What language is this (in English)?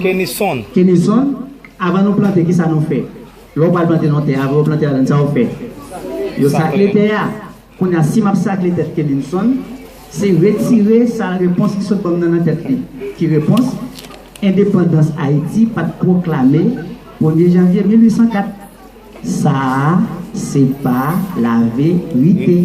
Haitian Creole